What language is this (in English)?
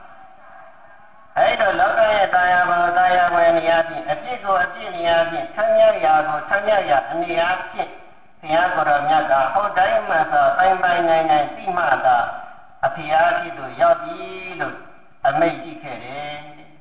Burmese